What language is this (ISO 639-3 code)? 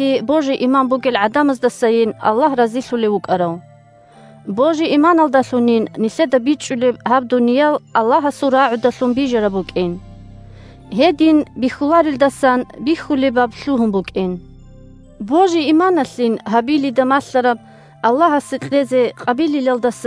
ava